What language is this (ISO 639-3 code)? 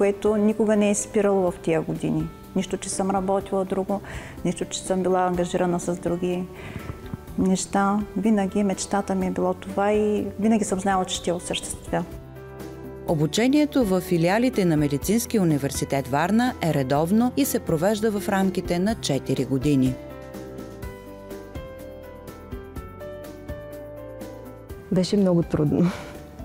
bul